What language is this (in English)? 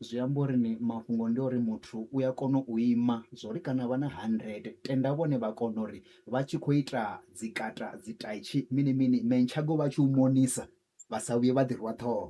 Venda